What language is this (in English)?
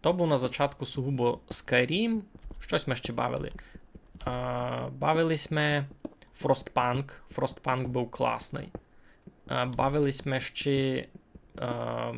Rusyn